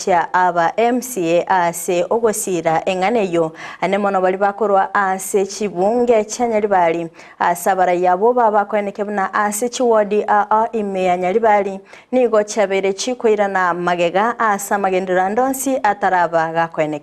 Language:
Gusii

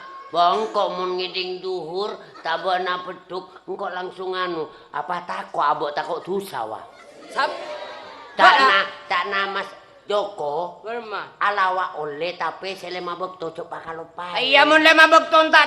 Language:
Madurese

